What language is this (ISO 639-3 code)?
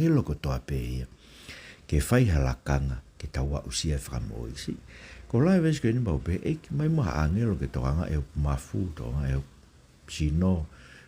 ton